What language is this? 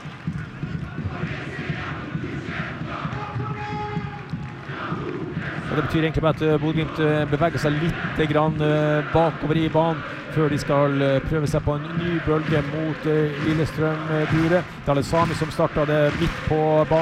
Norwegian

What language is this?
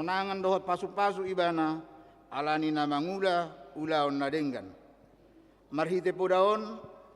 Batak Toba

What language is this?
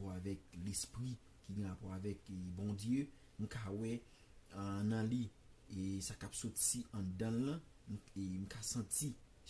Haitian Creole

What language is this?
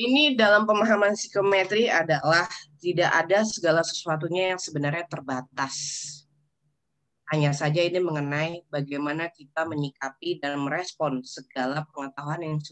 Indonesian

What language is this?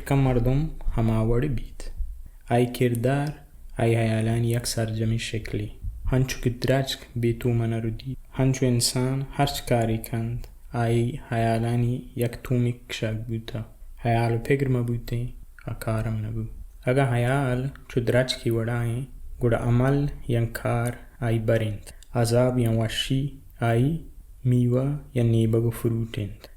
Baluchi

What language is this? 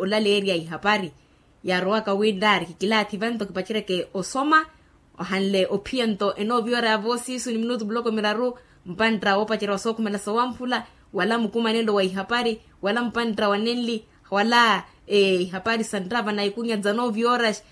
Makhuwa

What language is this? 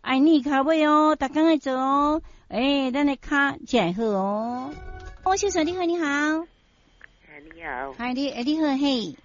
Min Nan Chinese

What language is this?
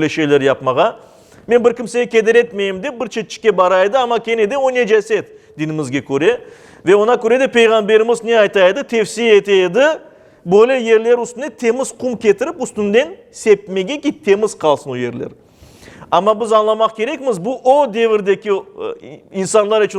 Crimean Tatar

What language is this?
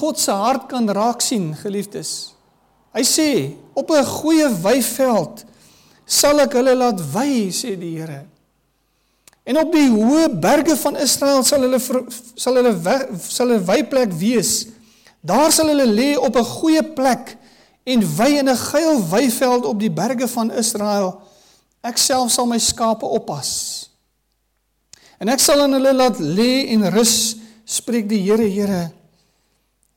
Afrikaans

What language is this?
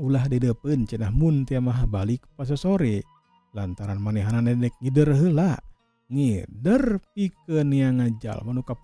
Sundanese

